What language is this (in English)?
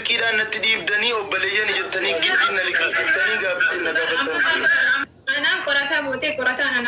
Oromo